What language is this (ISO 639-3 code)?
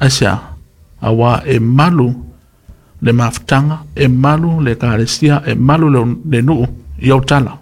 smo